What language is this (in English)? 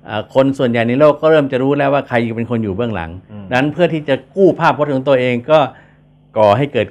Thai